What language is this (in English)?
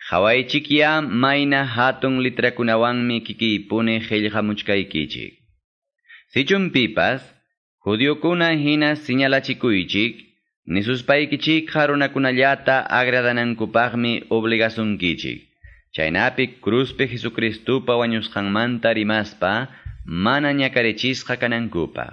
Quechua